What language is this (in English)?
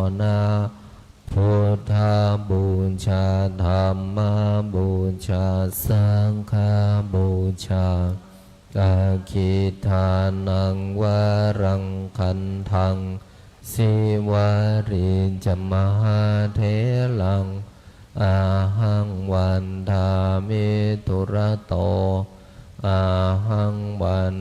Pali